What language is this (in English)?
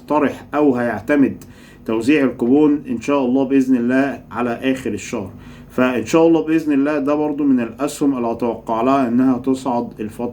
Egyptian Arabic